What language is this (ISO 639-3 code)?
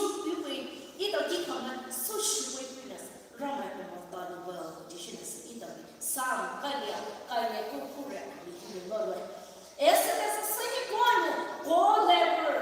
pmx